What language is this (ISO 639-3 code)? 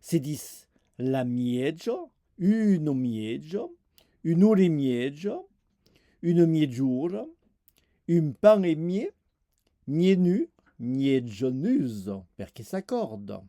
oci